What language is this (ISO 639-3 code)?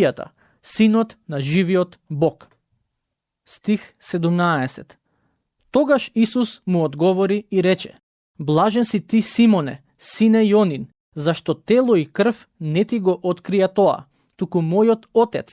mkd